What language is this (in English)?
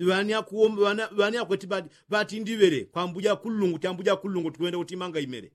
Yao